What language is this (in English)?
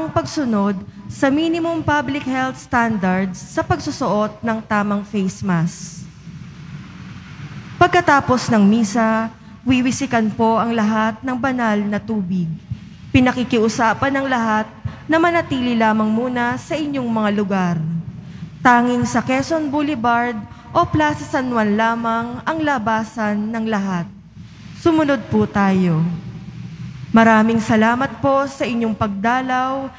Filipino